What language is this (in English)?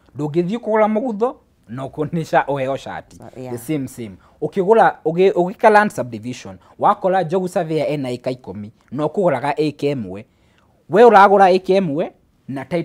Kikuyu